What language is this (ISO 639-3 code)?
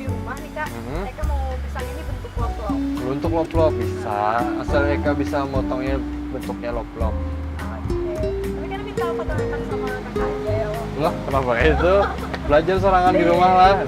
bjn